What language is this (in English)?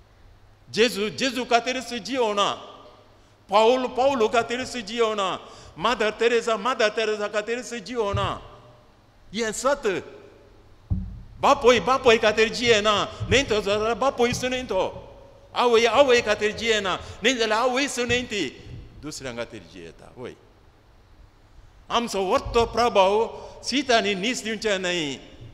Konkani